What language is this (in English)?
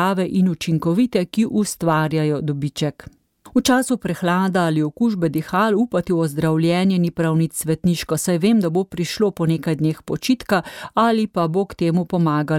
Slovenian